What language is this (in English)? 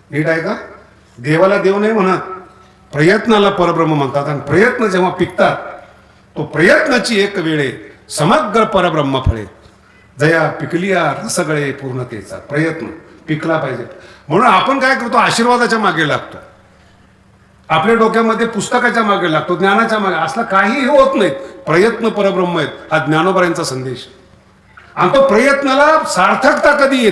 Marathi